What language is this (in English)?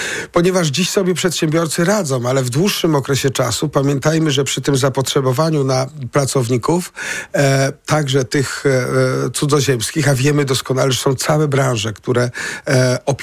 Polish